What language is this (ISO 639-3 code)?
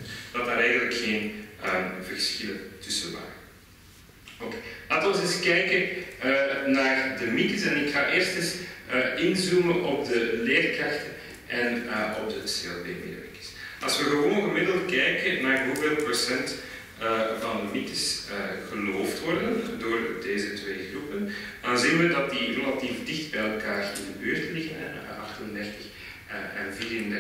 nld